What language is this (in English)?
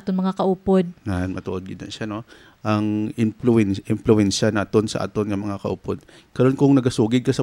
Hiligaynon